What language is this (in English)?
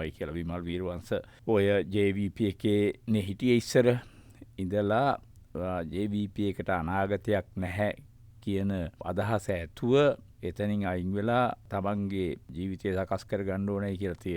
Sinhala